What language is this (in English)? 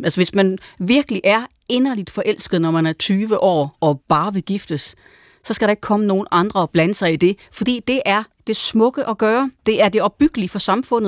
Danish